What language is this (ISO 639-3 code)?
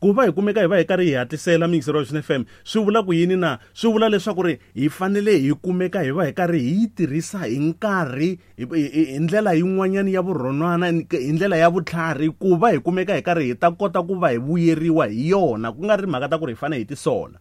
tso